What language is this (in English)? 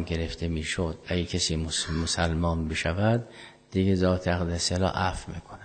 Persian